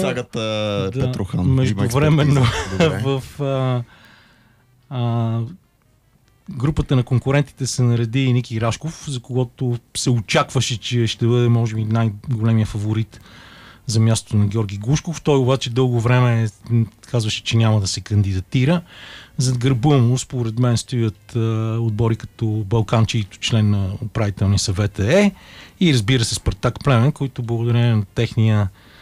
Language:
Bulgarian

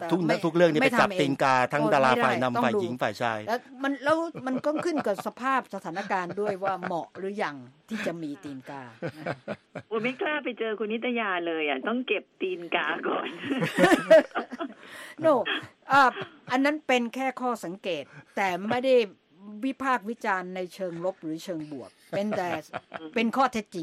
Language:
Thai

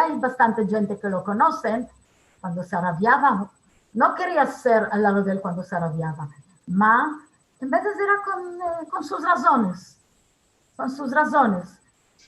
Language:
Ladino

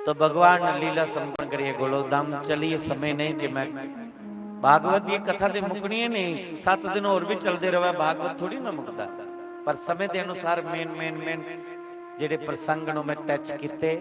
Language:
Dogri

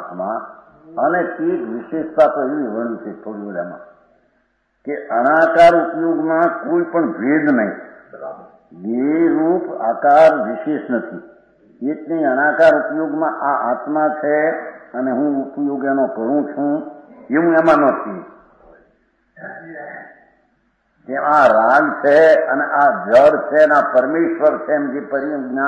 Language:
Gujarati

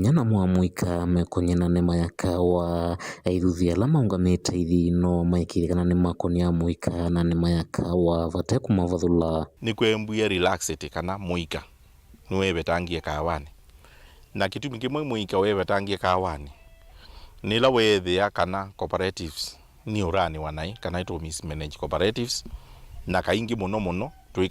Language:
Kamba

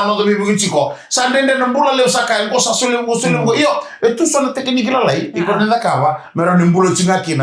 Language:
Fijian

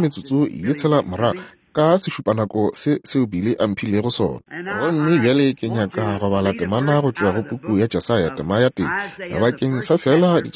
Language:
Northern Sotho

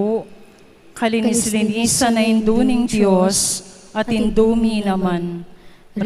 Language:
Pampanga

